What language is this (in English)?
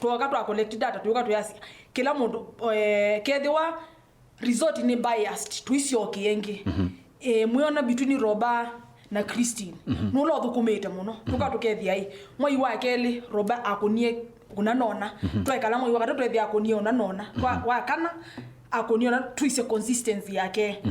Kamba